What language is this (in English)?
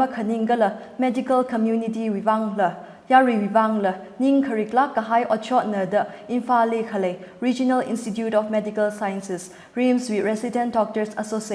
Tangkhul Naga (India)